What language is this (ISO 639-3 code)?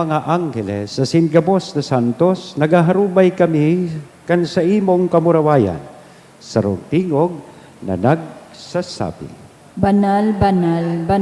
bik